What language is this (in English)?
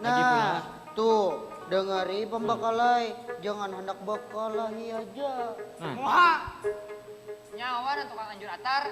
Banjar